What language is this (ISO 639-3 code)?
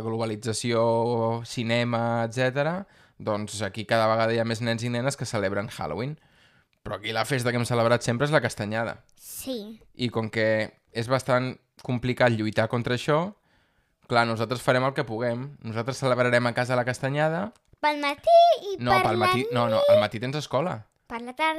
cat